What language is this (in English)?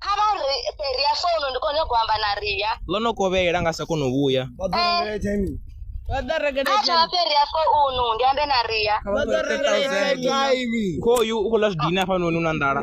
Venda